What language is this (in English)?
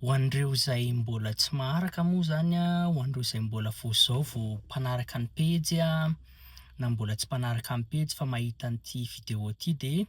Malagasy